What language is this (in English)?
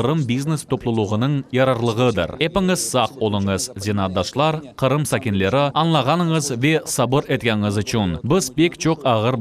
Crimean Tatar